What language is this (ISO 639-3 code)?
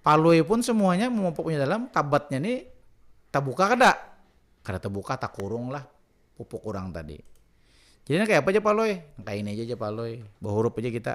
bjn